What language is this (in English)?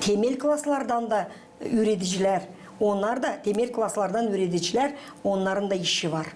Gagauz